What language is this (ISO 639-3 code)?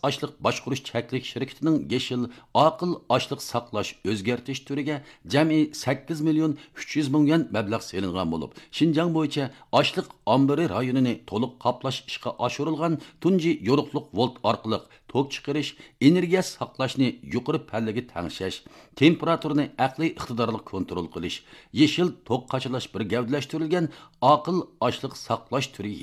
uig